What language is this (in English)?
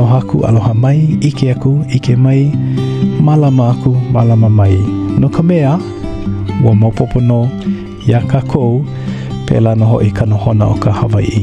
Hawaiian